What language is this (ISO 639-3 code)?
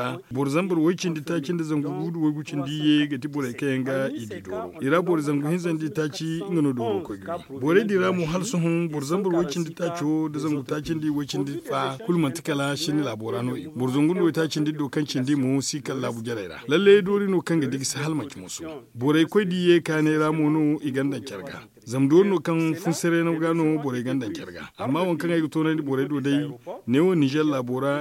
dje